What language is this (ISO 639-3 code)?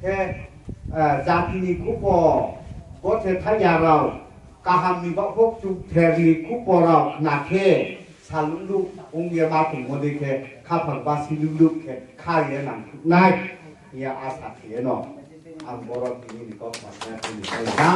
ria